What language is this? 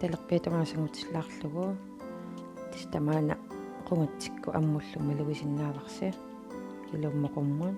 Kalaallisut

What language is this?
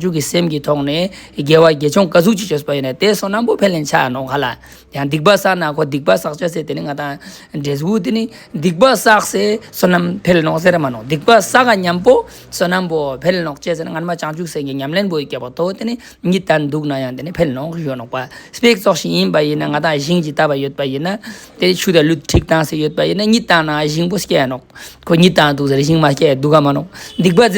Ladakhi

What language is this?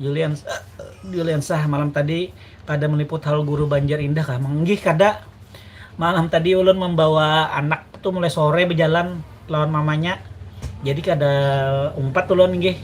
Banjar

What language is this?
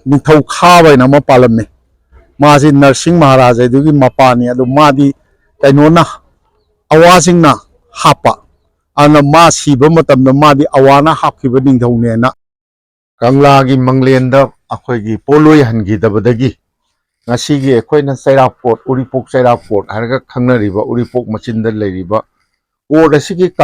Manipuri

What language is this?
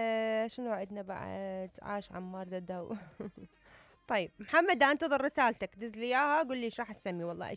Mesopotamian Arabic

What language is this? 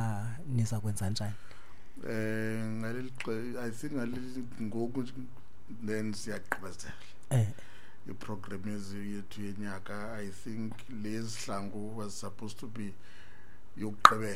Xhosa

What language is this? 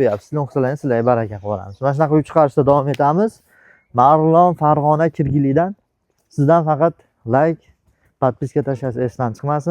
Uzbek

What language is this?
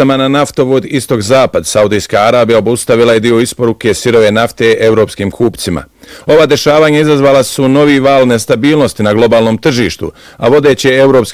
Bosnian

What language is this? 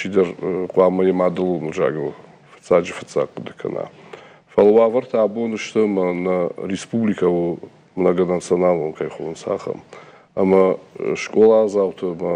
Ossetic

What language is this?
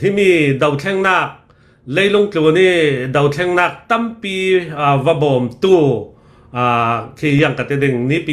Hakha Chin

